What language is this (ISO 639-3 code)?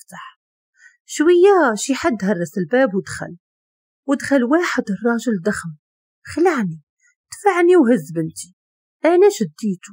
ary